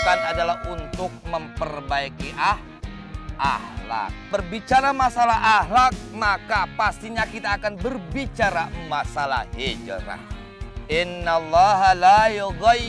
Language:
Betawi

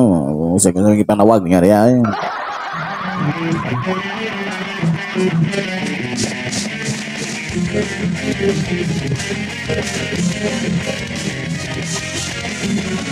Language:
Filipino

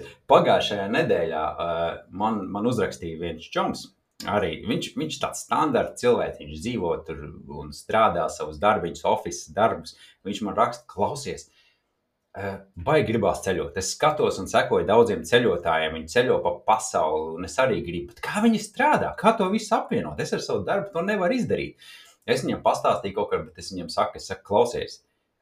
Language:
Latvian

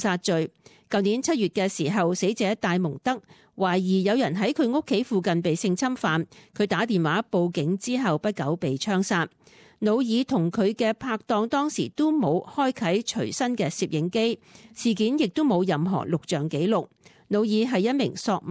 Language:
Cantonese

